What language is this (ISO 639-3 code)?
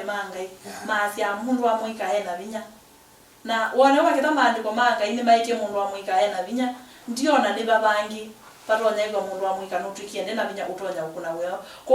kam